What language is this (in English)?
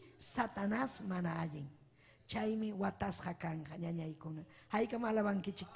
Ayacucho Quechua